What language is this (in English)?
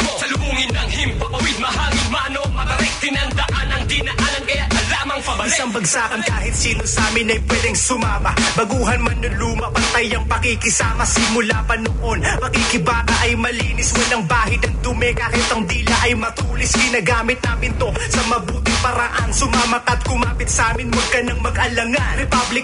Filipino